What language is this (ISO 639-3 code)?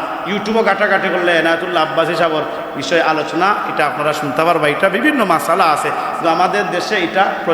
syl